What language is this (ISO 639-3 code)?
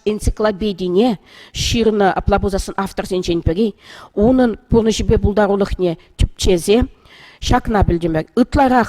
chv